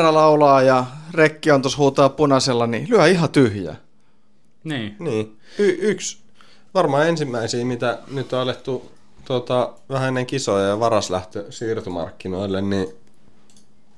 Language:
Finnish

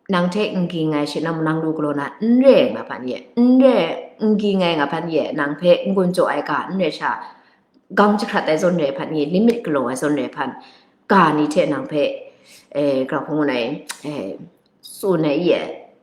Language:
Kachin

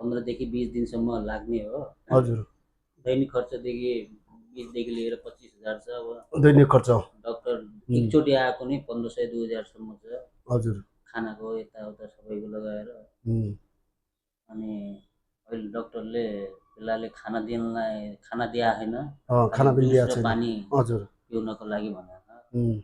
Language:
Nepali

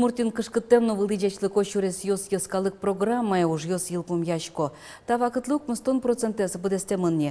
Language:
Udmurt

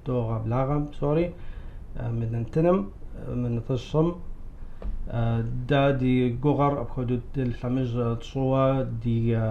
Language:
Kabardian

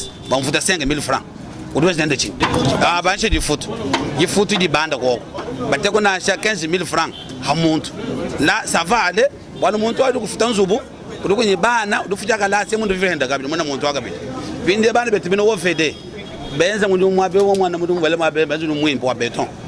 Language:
Luba-Lulua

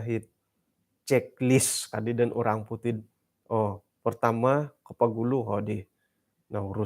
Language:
Central Dusun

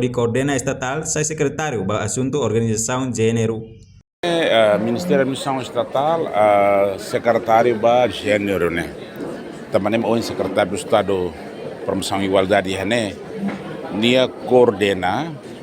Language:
Tetum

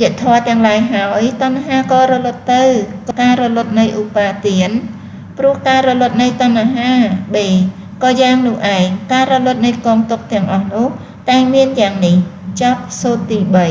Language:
Khmer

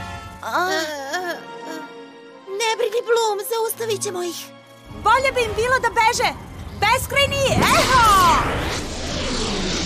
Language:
Serbian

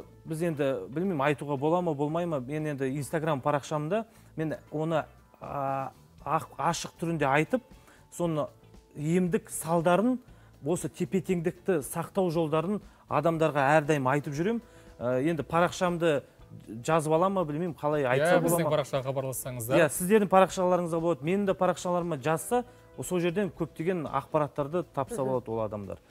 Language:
Kazakh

